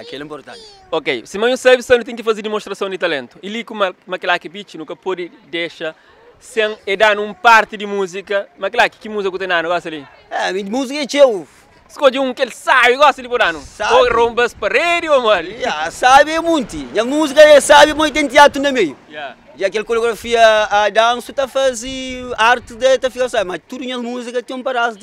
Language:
Kabuverdianu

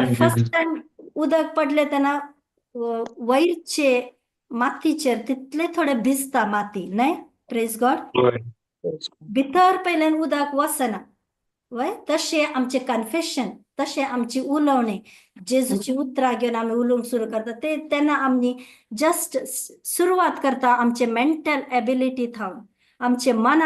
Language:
Konkani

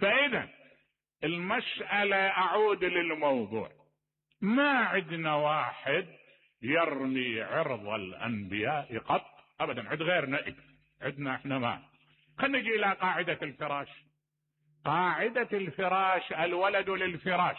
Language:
Mesopotamian Arabic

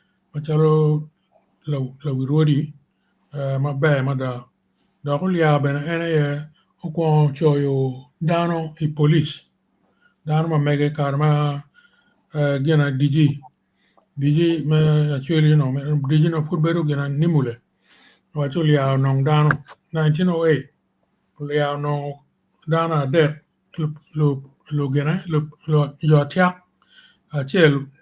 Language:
Acoli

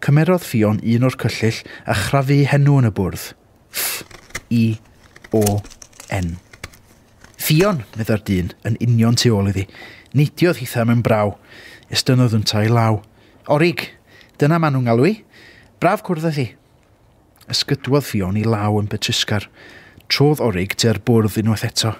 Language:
Welsh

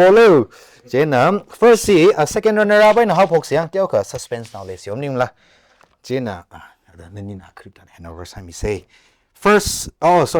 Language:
Tangkhul Naga (India)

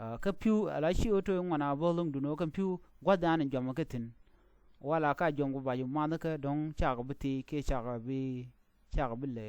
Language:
Nuer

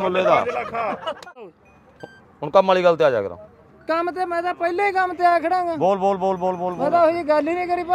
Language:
Punjabi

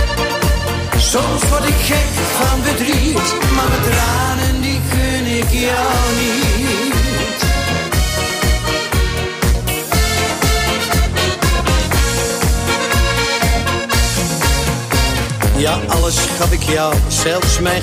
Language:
Dutch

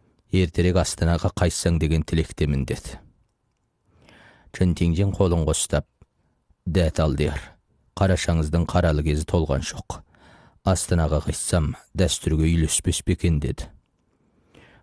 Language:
Kazakh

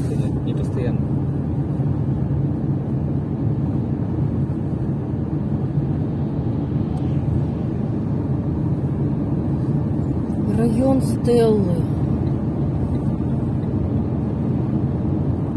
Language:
Russian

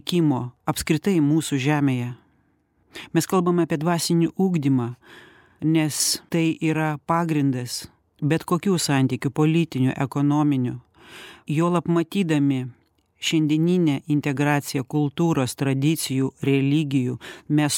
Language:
Lithuanian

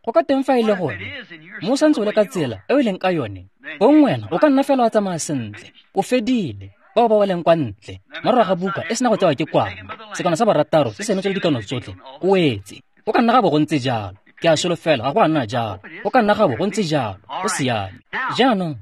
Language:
Tswana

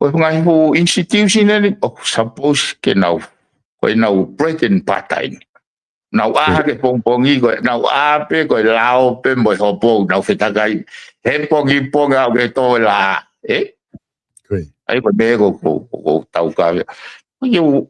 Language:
Tongan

